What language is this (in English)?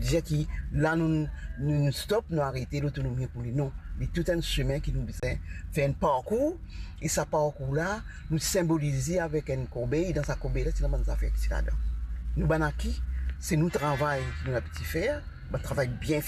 Morisyen